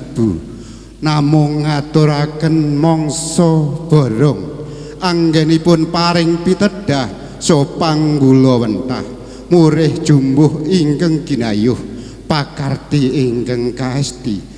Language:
Javanese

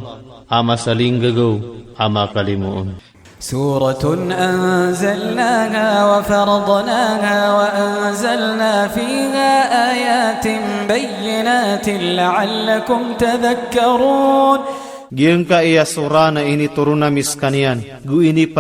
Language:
Maranao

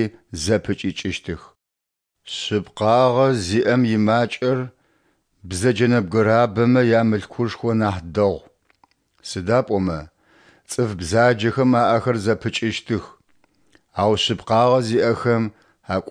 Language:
Adyghe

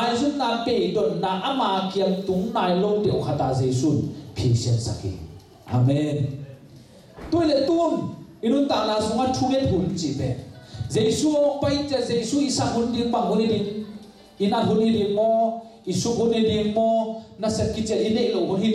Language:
Tedim Chin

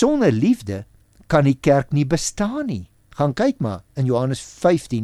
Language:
Afrikaans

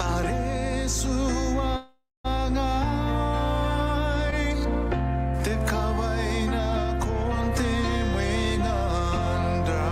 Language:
Gilbertese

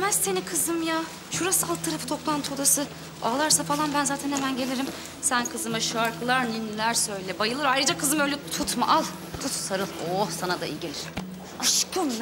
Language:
Turkish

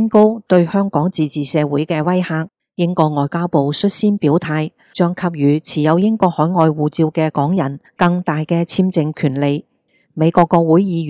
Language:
Cantonese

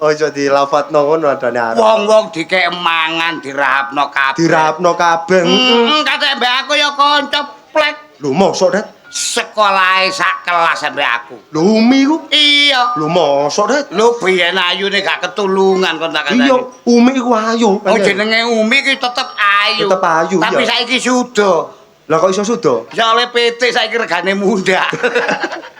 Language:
Javanese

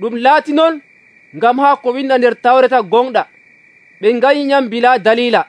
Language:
Nigerian Fulfulde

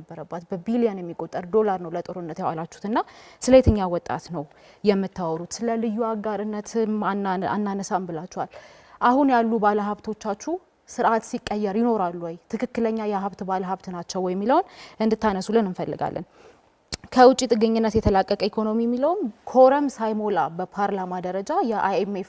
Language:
Amharic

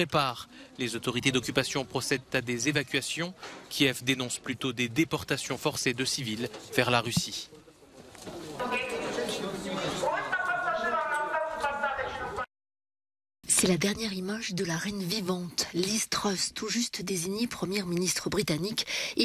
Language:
French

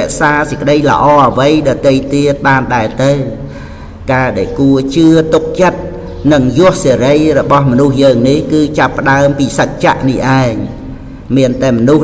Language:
Khmer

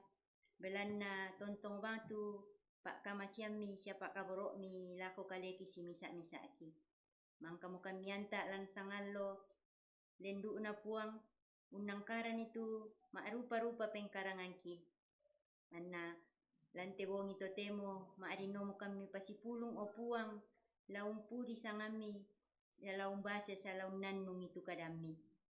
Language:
Toraja-Sa'dan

